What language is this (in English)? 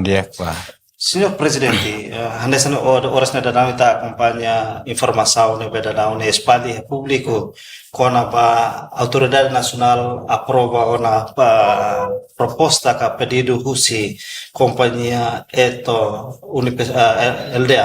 Tetum